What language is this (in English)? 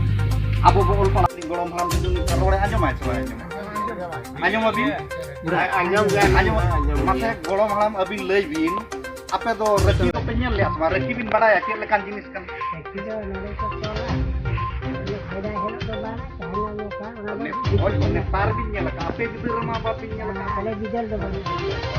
Santali